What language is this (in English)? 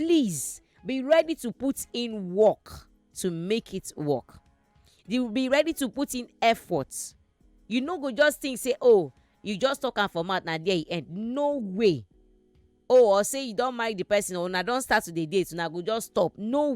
Nigerian Pidgin